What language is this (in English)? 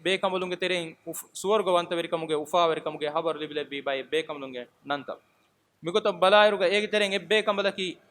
Divehi